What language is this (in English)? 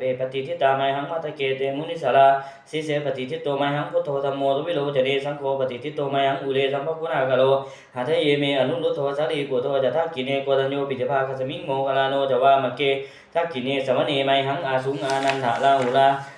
Pali